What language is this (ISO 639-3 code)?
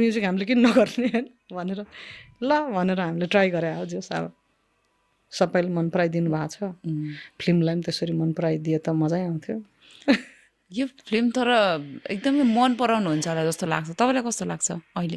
nep